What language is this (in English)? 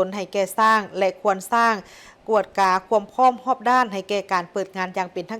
Lao